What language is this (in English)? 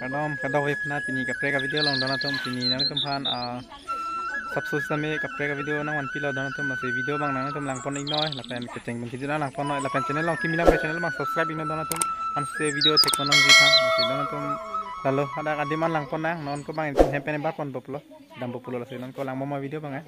Karbi